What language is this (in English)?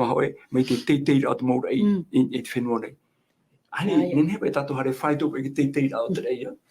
Tahitian